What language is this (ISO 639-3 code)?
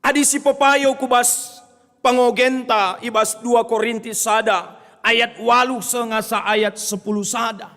btx